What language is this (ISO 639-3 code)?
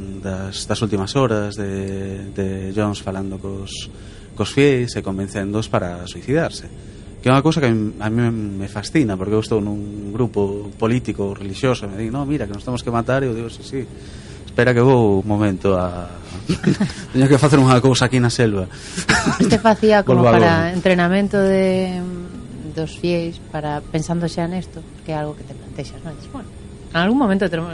glg